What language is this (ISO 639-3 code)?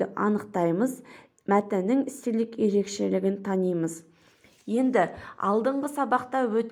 kaz